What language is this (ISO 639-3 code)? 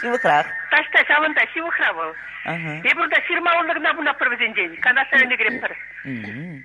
chv